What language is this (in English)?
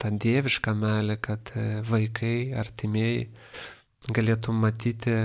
Lithuanian